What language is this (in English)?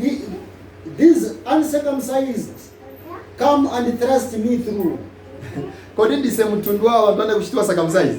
Nyanja